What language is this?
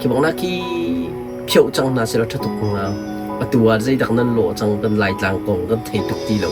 Hakha Chin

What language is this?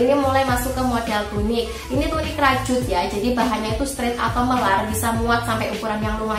Indonesian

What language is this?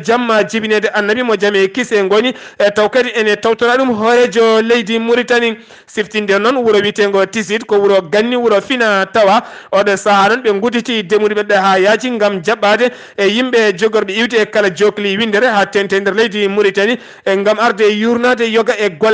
Fula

